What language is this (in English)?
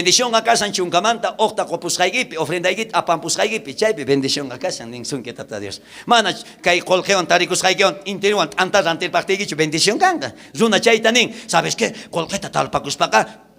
South Bolivian Quechua